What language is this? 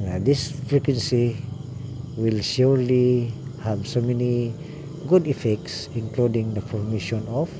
Cebuano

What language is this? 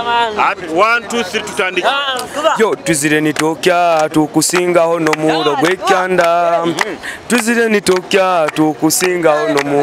Nyoro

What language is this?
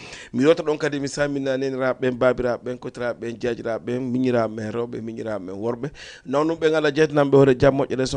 Fula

